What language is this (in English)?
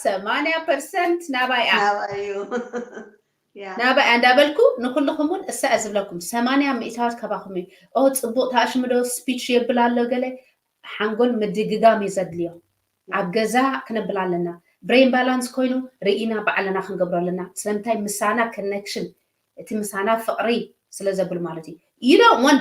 Tigrinya